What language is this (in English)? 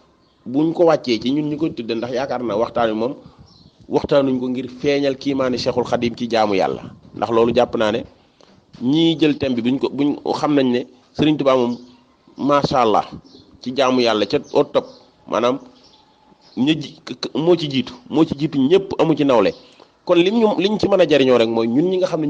Wolof